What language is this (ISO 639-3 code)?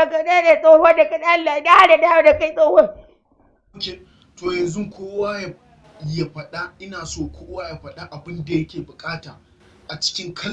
hau